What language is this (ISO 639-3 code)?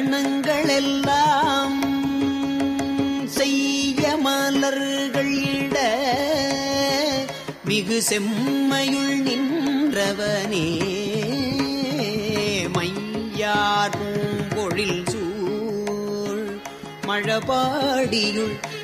tam